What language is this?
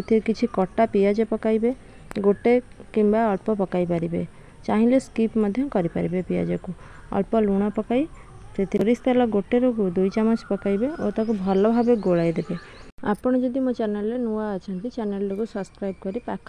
Odia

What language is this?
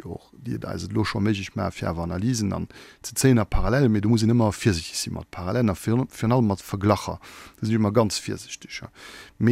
Luxembourgish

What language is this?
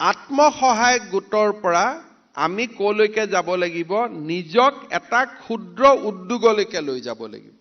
Assamese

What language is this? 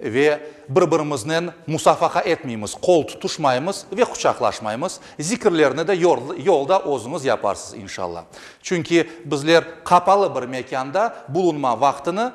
Crimean Tatar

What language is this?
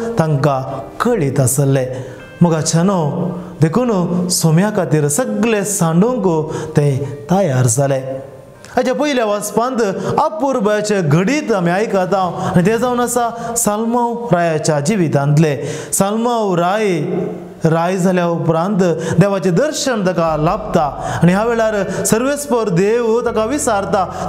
Konkani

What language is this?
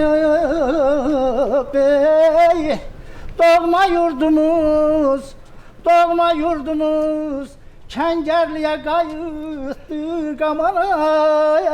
Azerbaijani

